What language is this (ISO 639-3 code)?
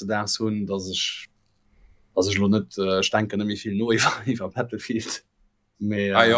ltz